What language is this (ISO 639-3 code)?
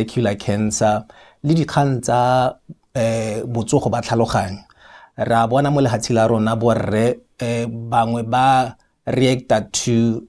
tsn